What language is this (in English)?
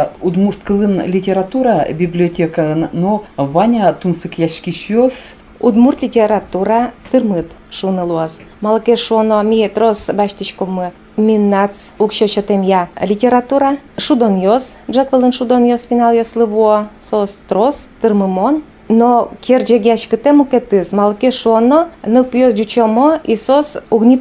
Udmurt